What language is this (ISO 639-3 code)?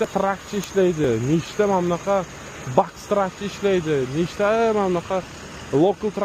uzb